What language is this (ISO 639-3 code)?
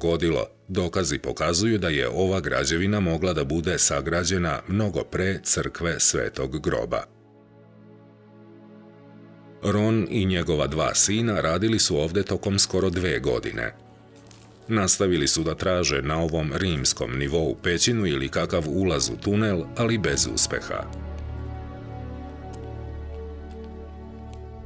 srp